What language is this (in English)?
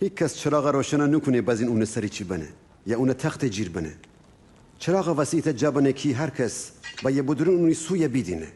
Gilaki